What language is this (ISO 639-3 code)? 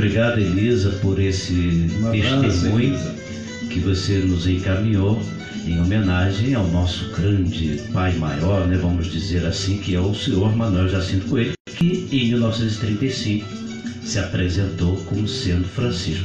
por